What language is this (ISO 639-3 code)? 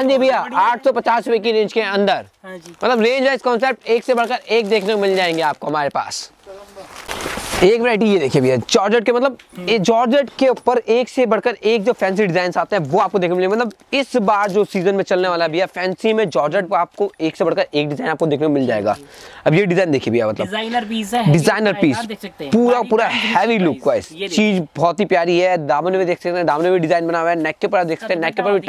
hin